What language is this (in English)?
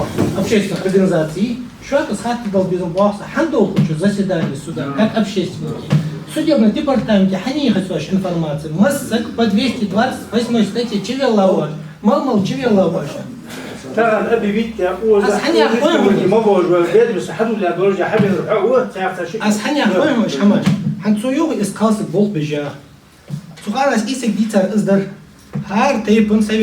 Ingush